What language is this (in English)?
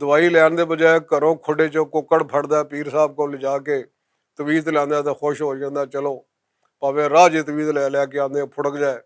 Western Panjabi